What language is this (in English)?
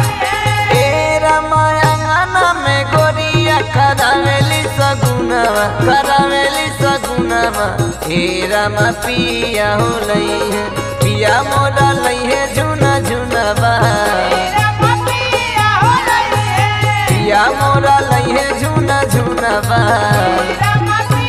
Bhojpuri